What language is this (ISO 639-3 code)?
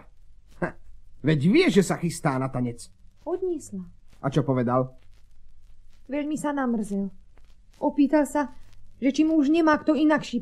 slk